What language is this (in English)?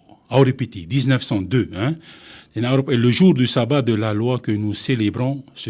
Tahitian